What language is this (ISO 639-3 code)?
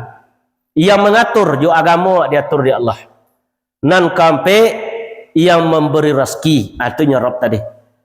min